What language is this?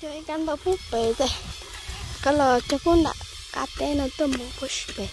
Hmong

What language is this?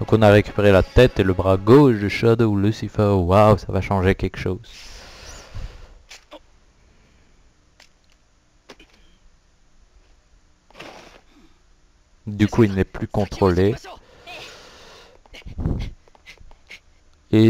French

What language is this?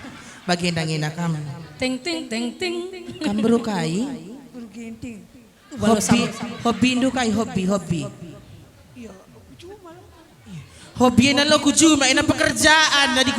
Batak Karo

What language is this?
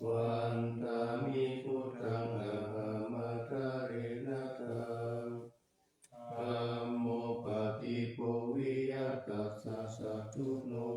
Pali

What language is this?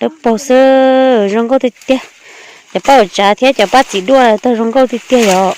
Hmong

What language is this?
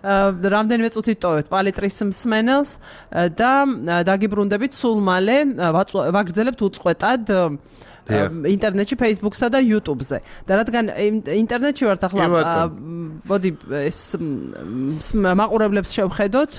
Georgian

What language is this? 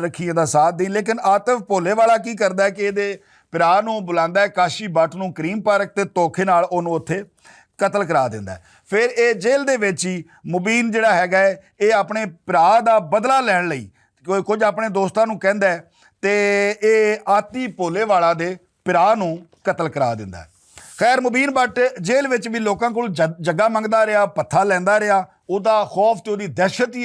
Western Panjabi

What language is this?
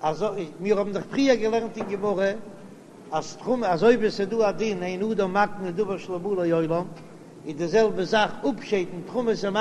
Yiddish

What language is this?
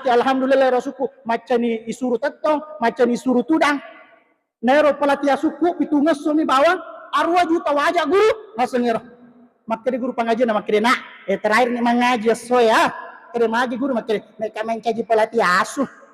Buginese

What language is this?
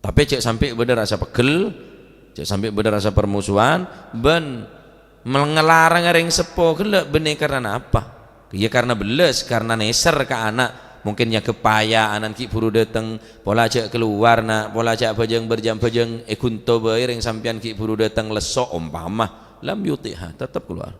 Madurese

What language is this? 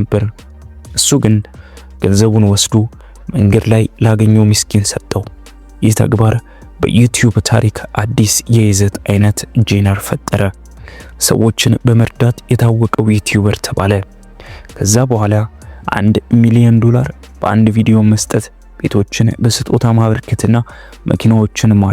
Amharic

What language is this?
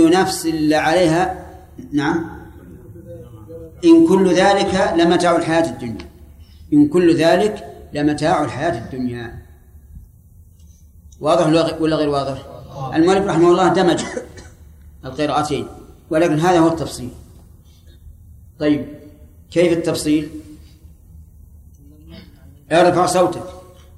Arabic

